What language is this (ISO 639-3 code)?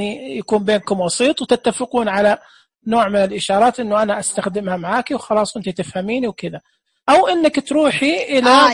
ars